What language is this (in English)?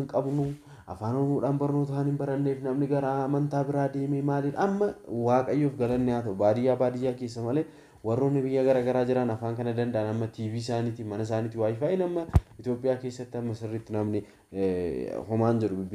Oromo